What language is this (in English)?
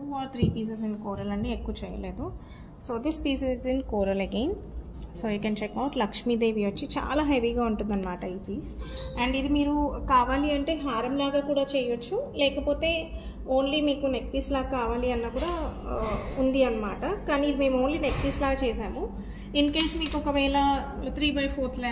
Telugu